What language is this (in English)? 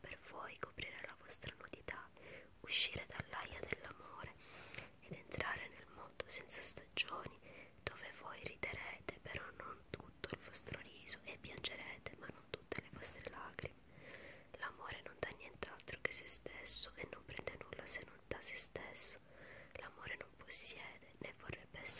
Italian